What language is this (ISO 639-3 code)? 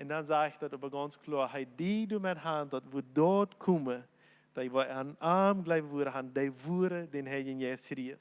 pdt